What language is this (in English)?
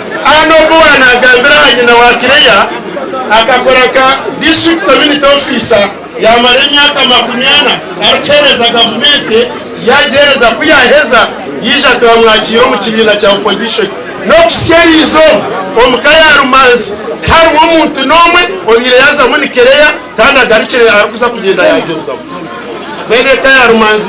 Nyankole